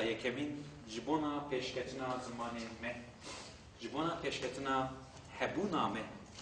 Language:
Kurdish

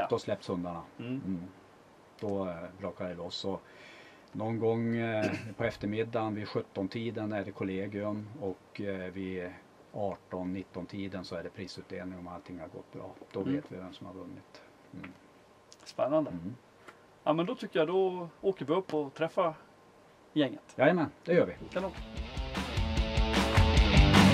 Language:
Swedish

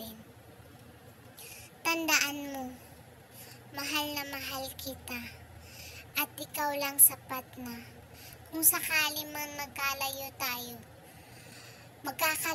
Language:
Filipino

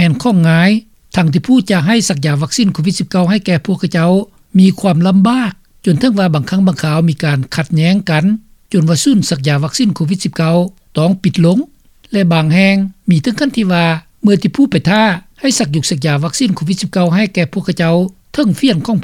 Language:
Lao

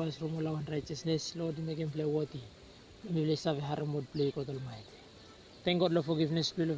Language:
Bislama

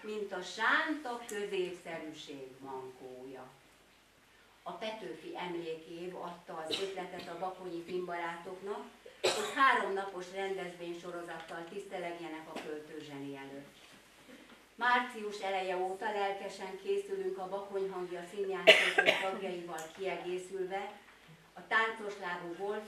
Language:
Hungarian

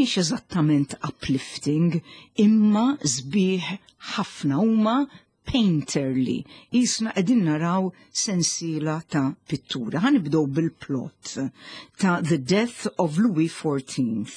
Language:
Maltese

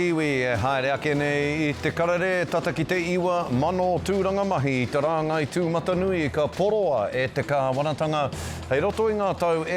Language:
Māori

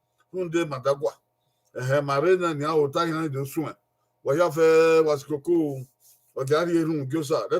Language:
Bini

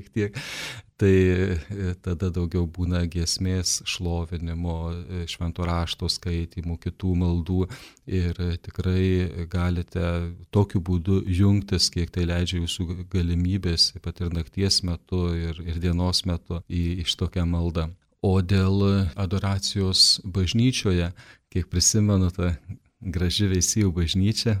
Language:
Lithuanian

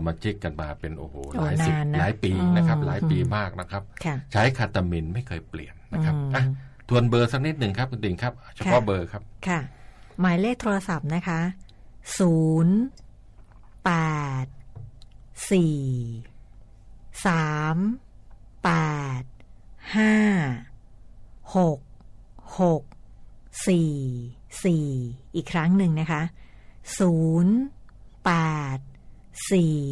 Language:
Thai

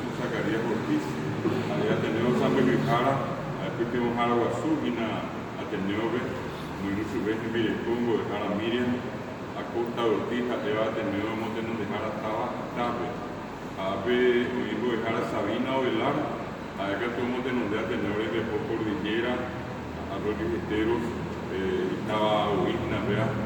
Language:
Guarani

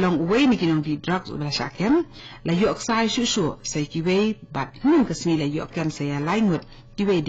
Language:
Khasi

